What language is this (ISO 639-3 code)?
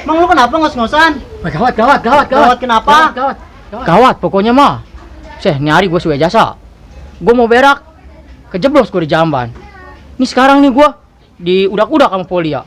bew